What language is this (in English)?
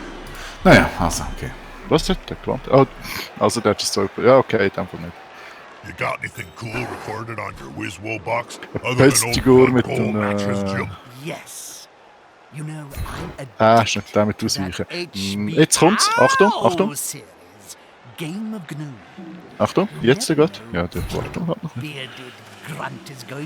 Swiss German